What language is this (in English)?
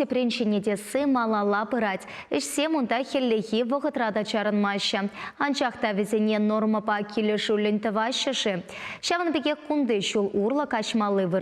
Chuvash